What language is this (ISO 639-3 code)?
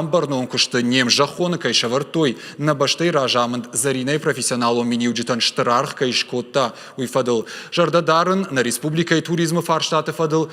oss